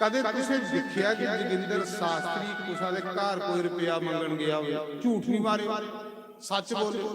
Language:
Dogri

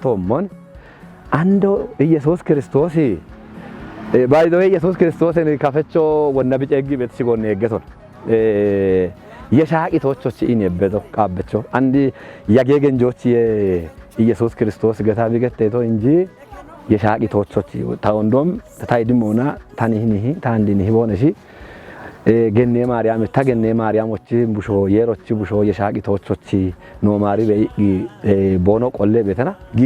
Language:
Kafa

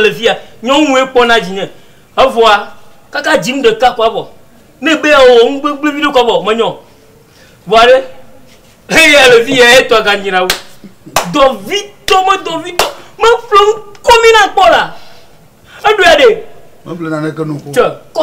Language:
Ewe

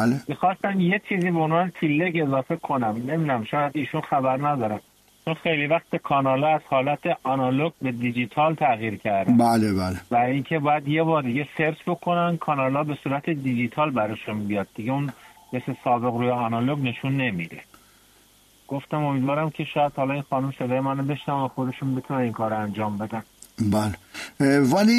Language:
Persian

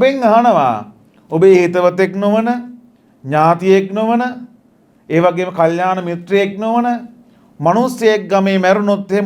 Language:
Sinhala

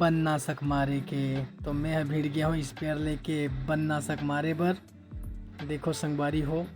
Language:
Chhattisgarhi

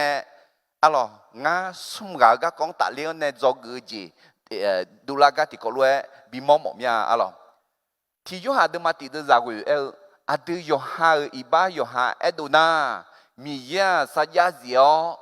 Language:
Akha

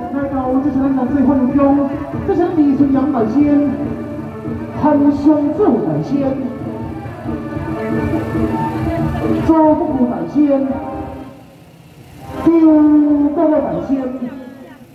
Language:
Chinese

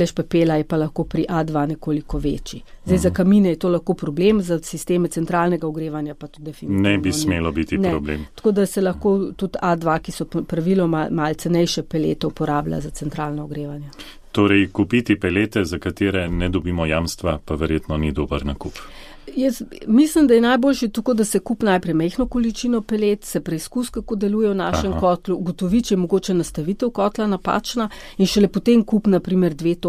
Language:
Slovenian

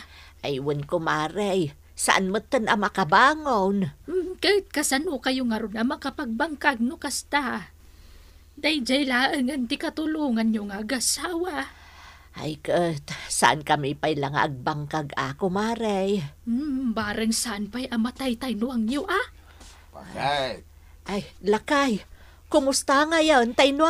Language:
Iloko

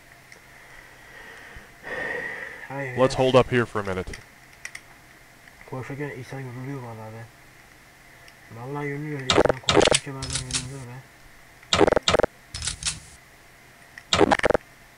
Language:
Turkish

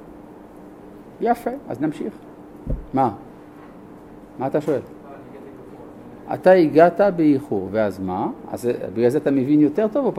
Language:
Hebrew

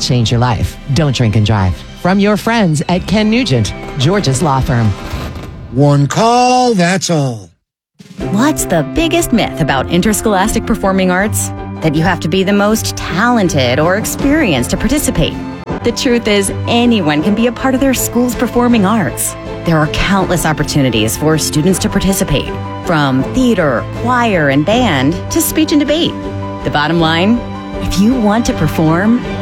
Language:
English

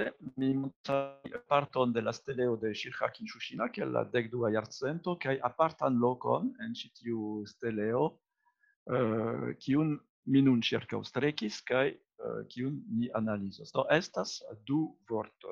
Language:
Esperanto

